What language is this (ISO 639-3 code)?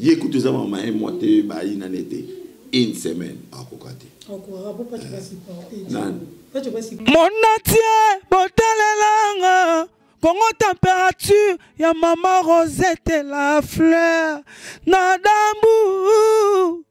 lin